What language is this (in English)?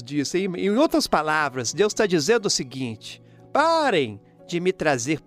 Portuguese